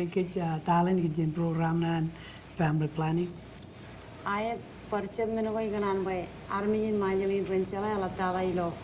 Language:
Marshallese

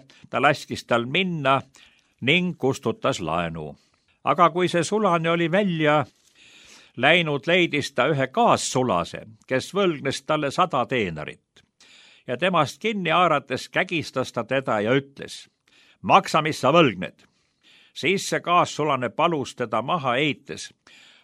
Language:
Estonian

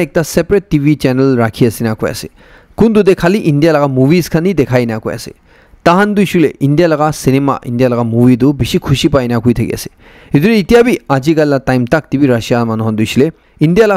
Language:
Naga Pidgin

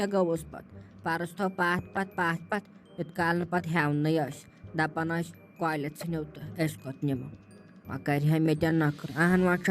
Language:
Kashmiri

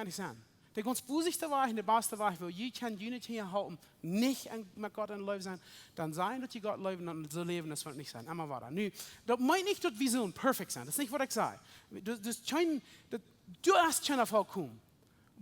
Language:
Plautdietsch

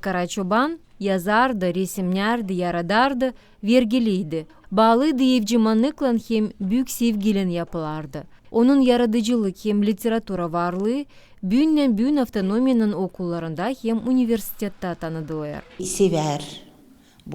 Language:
Gagauz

